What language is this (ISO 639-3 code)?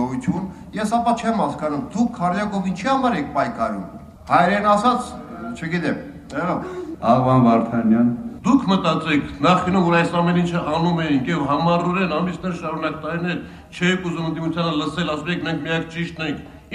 hye